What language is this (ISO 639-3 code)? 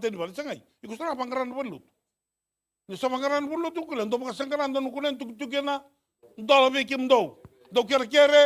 fij